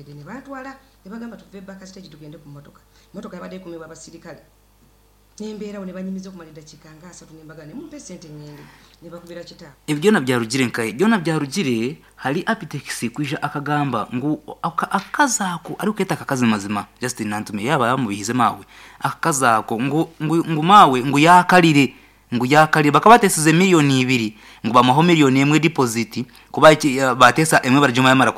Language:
Nyankole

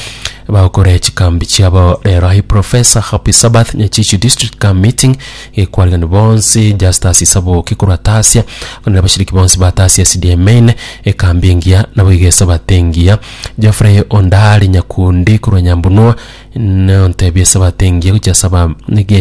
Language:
Gusii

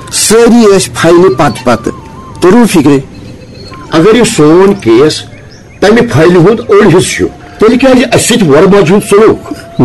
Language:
Kashmiri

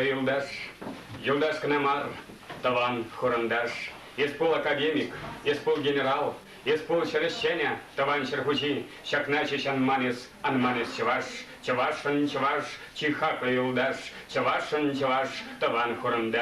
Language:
Chuvash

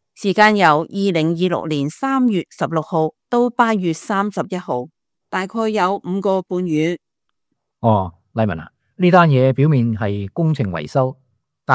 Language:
Cantonese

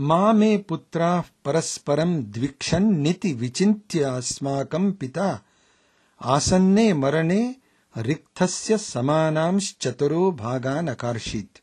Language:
Sanskrit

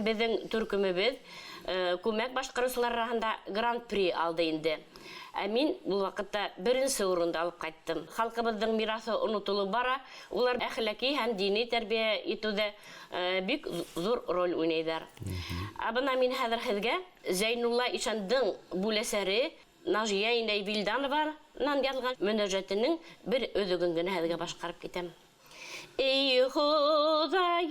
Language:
Bashkir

